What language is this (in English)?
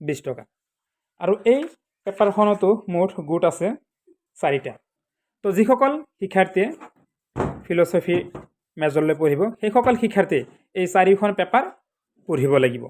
Assamese